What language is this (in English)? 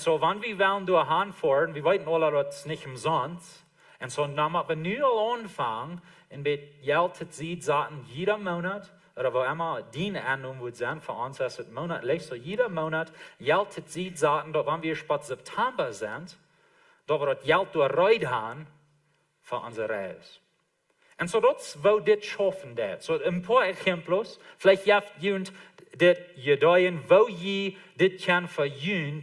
Plautdietsch